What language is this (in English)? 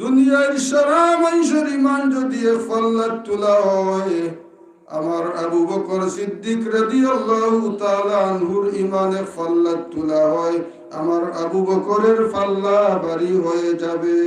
Sylheti